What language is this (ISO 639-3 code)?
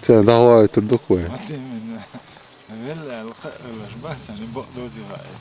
che